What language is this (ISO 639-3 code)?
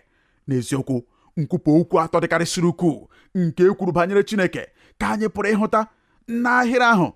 ibo